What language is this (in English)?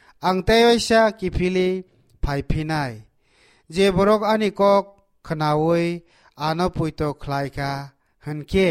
Kok Borok